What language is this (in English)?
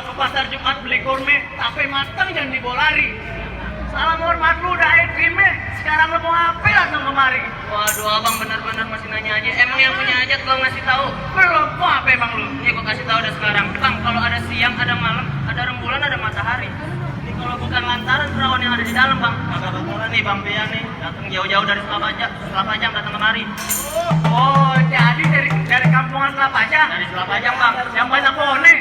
Betawi